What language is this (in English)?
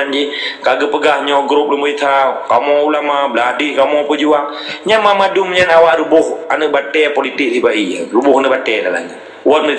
Achinese